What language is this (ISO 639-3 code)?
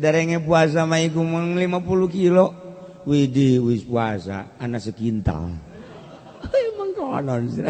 sun